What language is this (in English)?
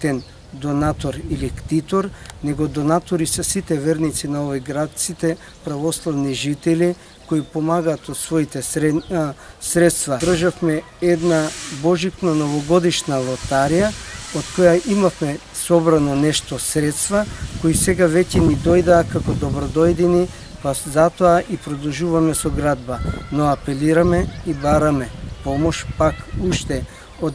Macedonian